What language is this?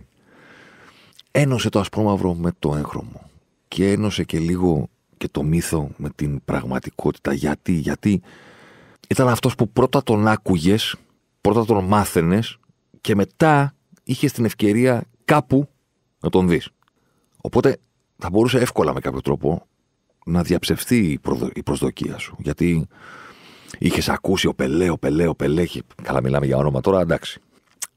Greek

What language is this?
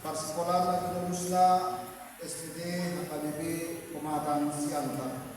Batak Toba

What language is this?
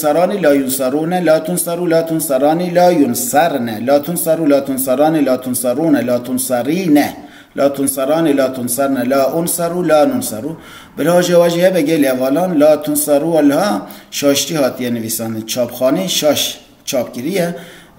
Kurdish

